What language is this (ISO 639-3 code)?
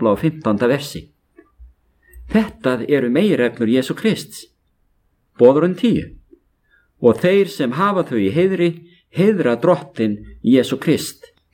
isl